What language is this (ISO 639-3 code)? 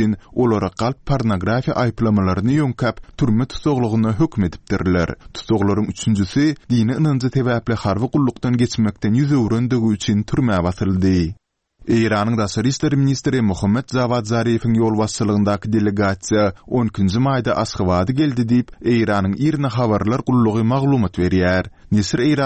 tuk